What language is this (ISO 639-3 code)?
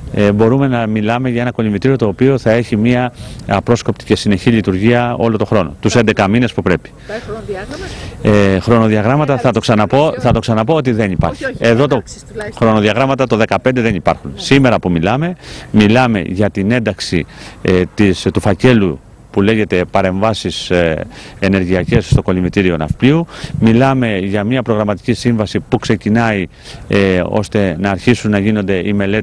ell